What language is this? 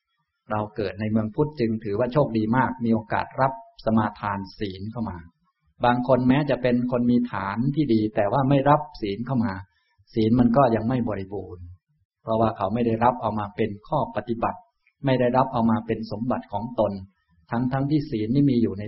Thai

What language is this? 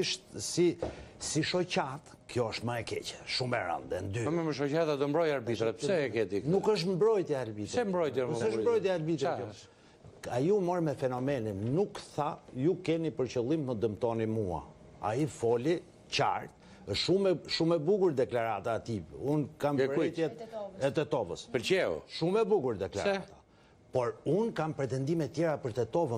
Albanian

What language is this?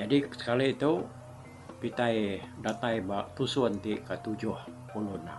Iban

